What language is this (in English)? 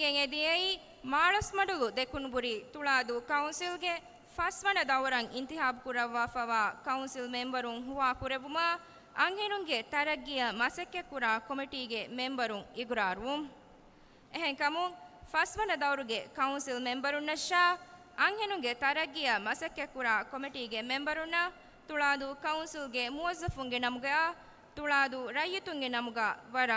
Divehi